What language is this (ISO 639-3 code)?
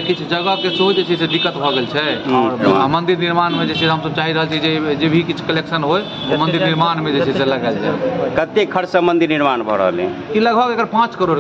mai